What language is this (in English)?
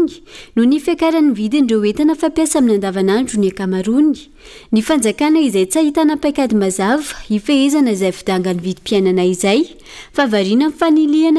Malagasy